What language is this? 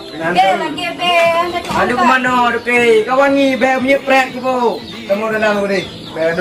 Achinese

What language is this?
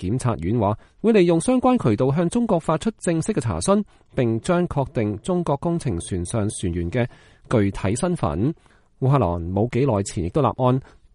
Cantonese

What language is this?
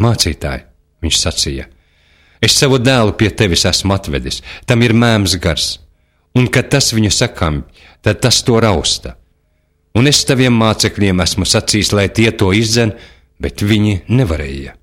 Latvian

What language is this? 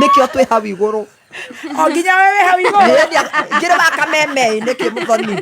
Kikuyu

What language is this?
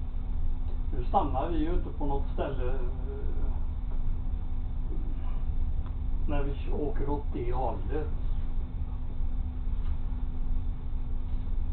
Swedish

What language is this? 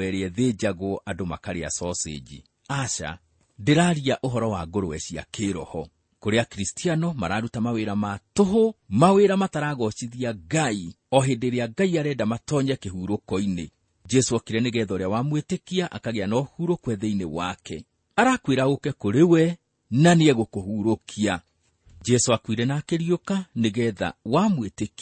Kikuyu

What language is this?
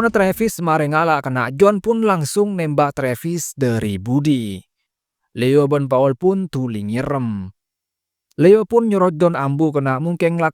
Madurese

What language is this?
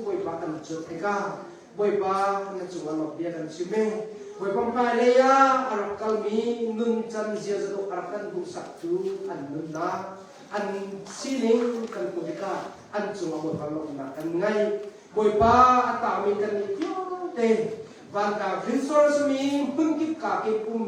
Hakha Chin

